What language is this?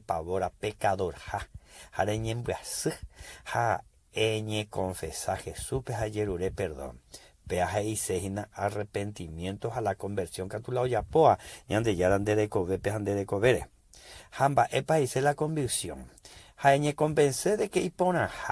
Guarani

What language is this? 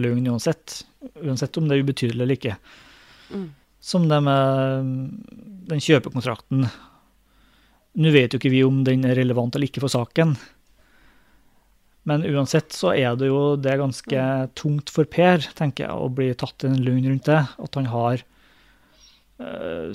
Norwegian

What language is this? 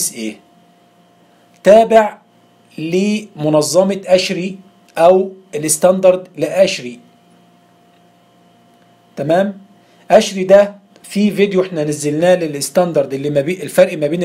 Egyptian Arabic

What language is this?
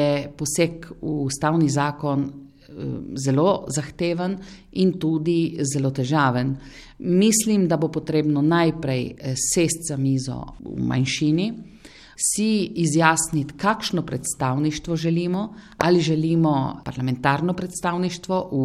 Slovenian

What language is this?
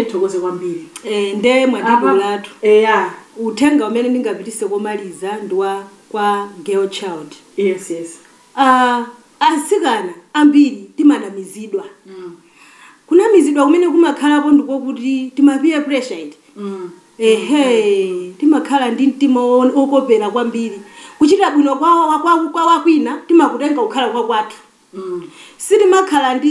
Nyanja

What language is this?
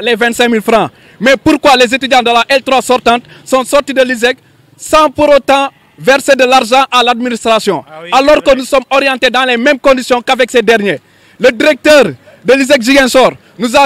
French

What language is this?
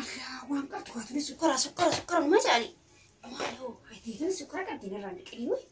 Oromo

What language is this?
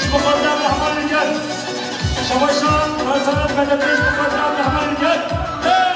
Kurdish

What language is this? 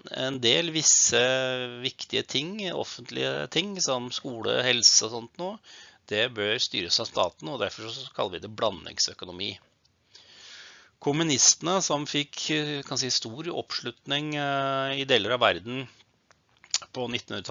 Norwegian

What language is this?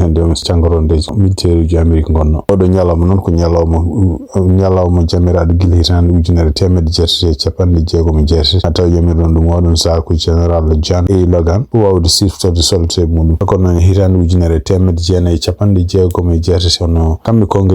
Fula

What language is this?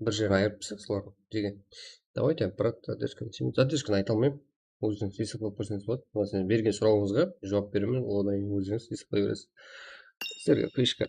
Kara-Kalpak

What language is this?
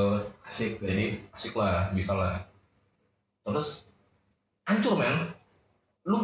Indonesian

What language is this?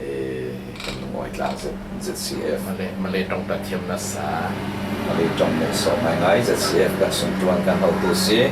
Falam Chin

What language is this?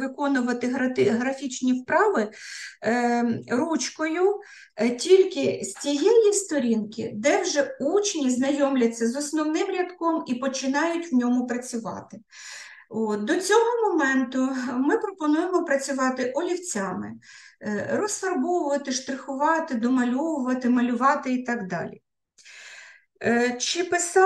Ukrainian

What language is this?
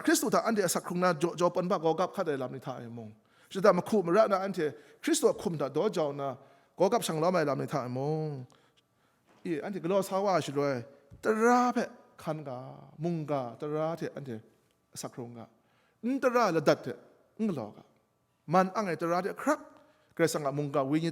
Kachin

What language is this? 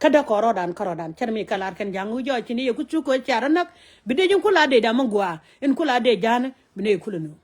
Nuer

